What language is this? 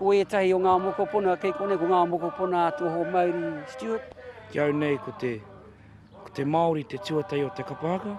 Māori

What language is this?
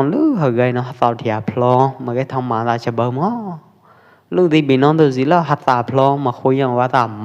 Pwo Eastern Karen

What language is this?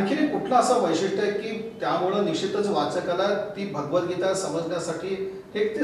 Marathi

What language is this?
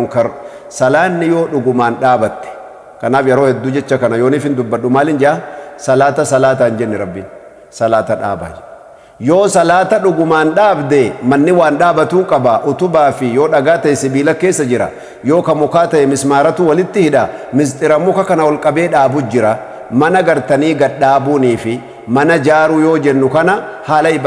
Oromo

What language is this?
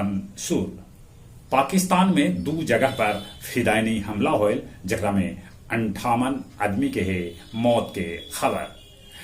Magahi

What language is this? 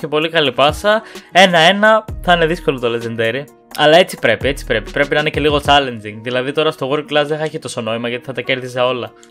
Greek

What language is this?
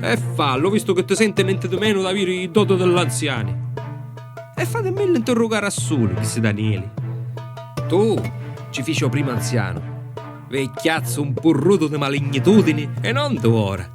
Sicilian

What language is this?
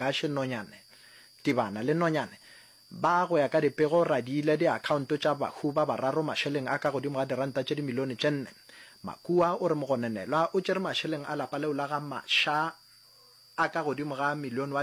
Northern Sotho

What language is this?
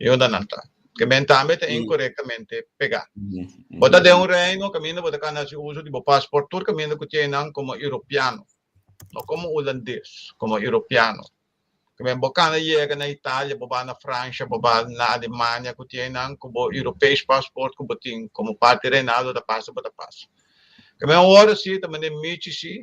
Papiamento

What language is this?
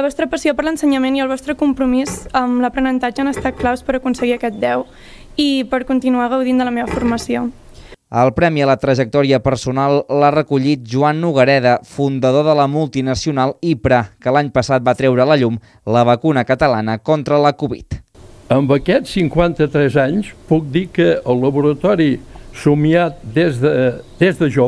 Catalan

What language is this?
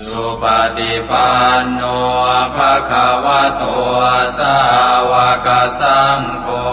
Pali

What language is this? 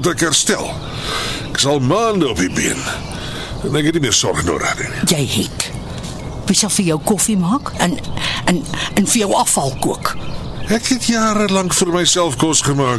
Afrikaans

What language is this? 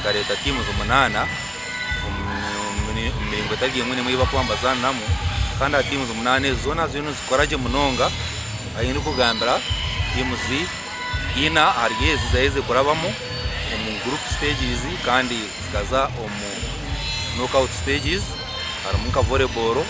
Nyankole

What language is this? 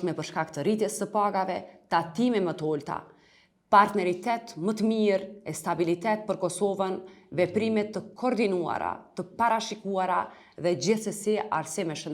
Albanian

